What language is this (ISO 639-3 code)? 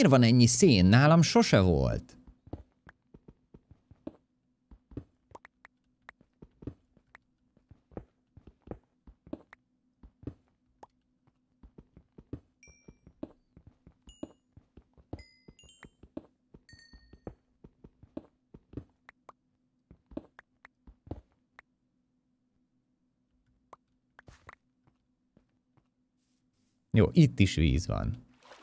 hun